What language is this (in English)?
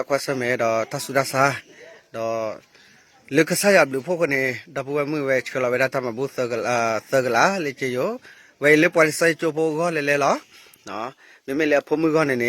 S'gaw Karen